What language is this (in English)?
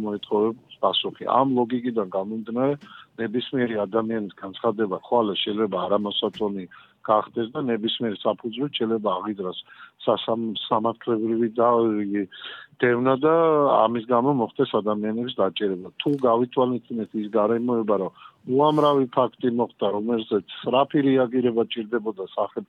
Georgian